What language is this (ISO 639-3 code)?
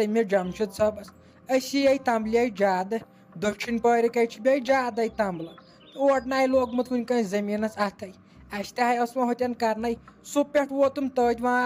kas